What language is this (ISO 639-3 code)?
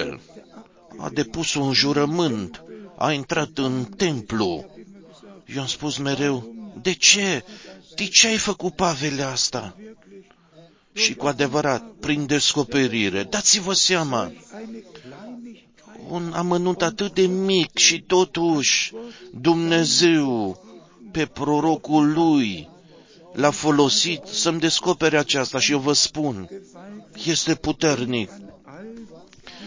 ron